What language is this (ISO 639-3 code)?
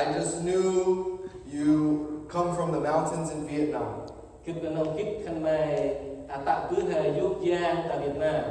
cmo